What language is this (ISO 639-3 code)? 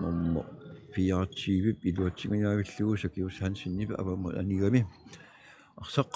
kal